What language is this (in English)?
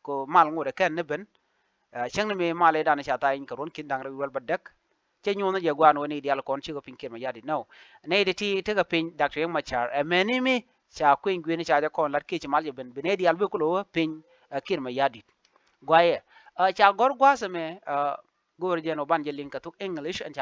Nuer